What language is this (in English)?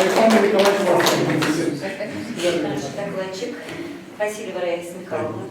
Chuvash